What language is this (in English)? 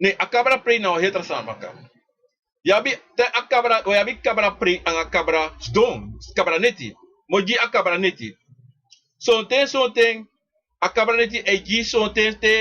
Sranan Tongo